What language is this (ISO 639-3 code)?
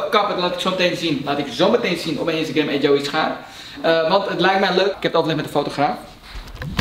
nld